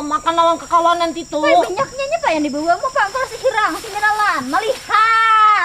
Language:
Banjar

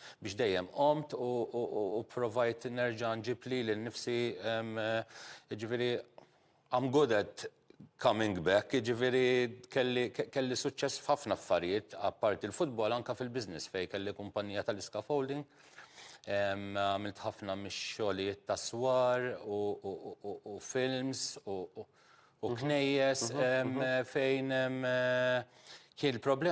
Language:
Maltese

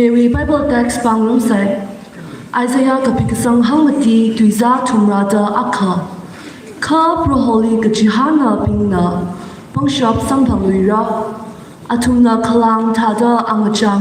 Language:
Tangkhul Naga (India)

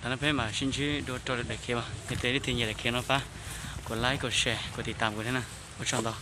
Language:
Hmong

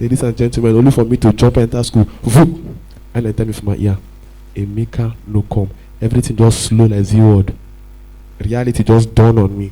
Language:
Nigerian Pidgin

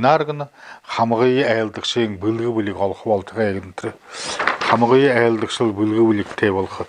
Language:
Buriat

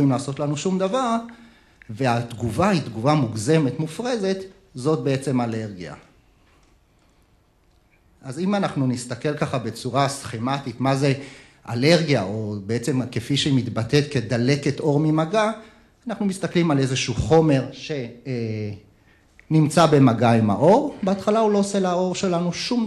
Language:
Hebrew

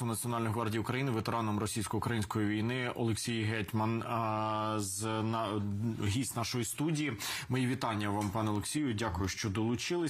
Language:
Ukrainian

